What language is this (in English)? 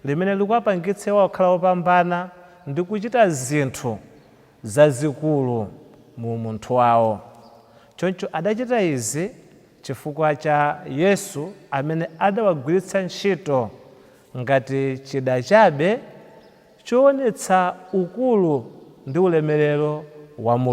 Nyanja